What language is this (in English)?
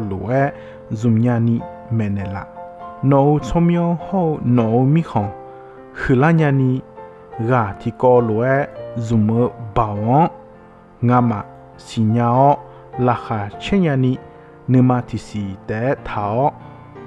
Akha